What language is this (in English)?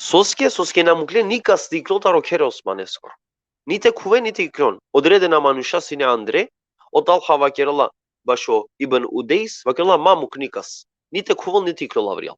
Balkan Romani